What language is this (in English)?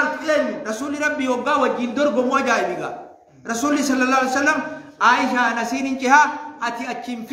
Oromo